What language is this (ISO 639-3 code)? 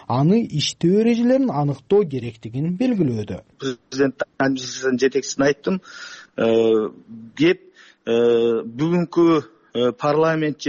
kir